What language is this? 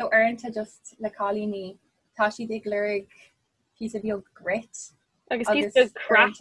Irish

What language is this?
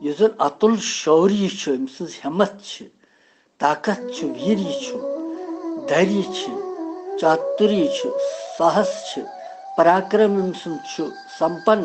Kashmiri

